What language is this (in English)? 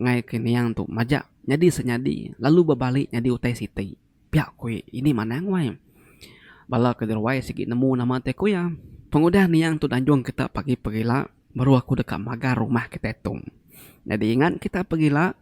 Iban